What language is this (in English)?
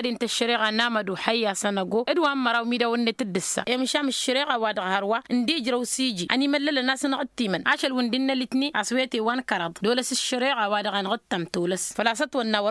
Tamasheq